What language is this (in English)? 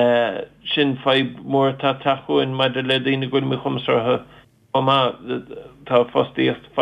Irish